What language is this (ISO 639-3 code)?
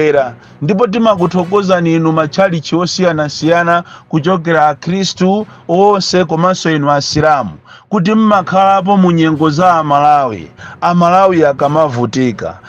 nya